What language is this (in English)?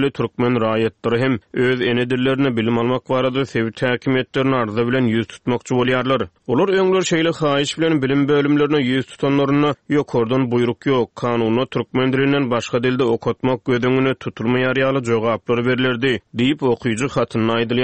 Turkmen